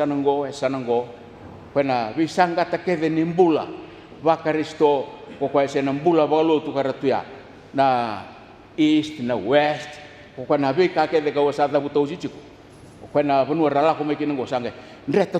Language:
Fijian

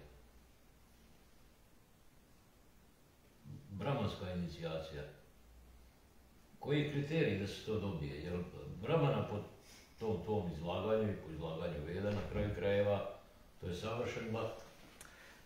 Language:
Croatian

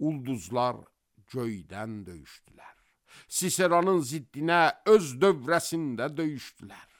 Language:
Azerbaijani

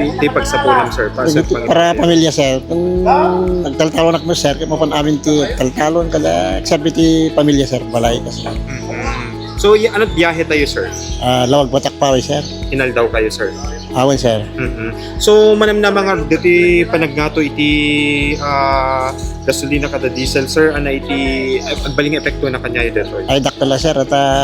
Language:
Iloko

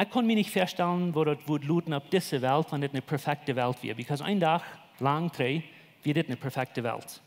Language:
Plautdietsch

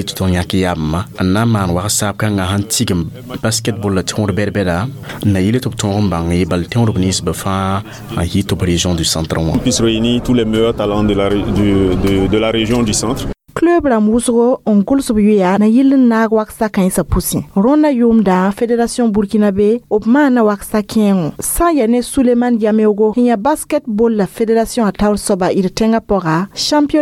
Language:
Mossi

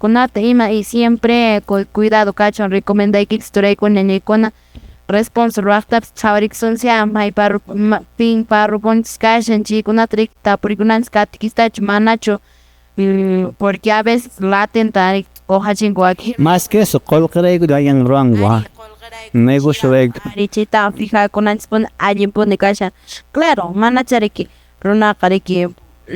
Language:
Quechua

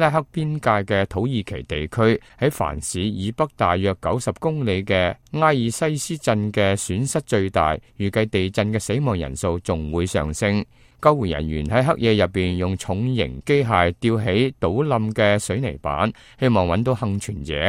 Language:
Cantonese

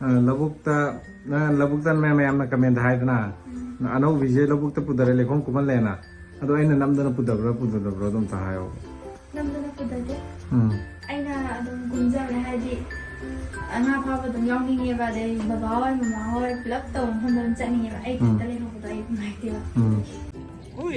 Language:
Manipuri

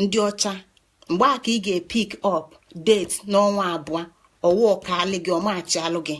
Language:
Igbo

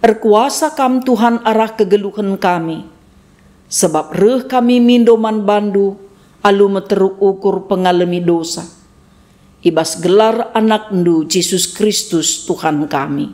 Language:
Batak Karo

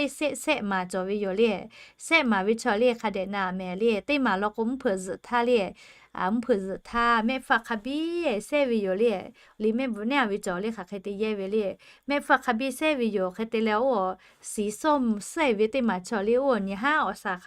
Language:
Lahu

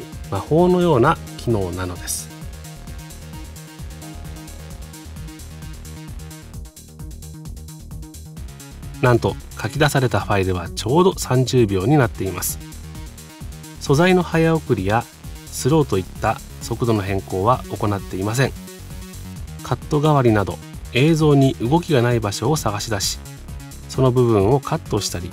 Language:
Japanese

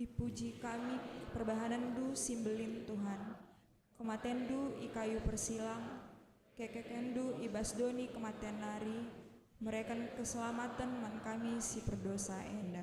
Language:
Batak Karo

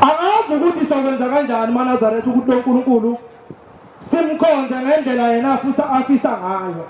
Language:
Zulu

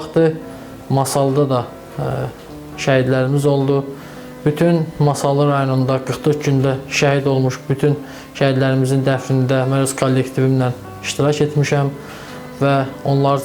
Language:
Azerbaijani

